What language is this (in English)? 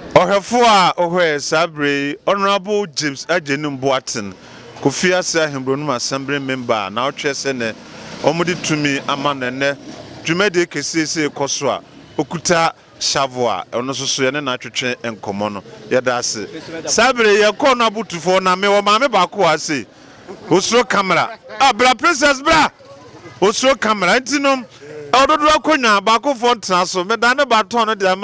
Akan